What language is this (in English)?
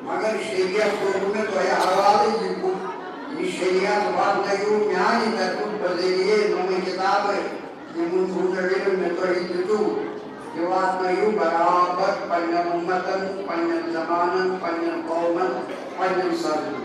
Kashmiri